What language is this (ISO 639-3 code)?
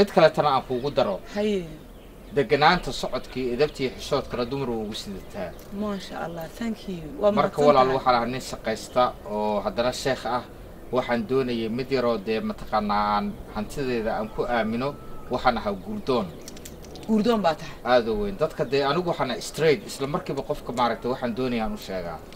som